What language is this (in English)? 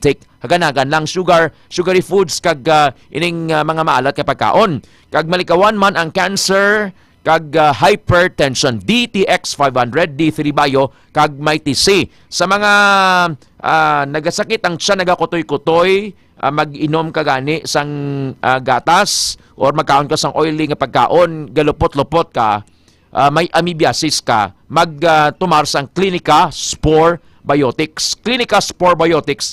Hiligaynon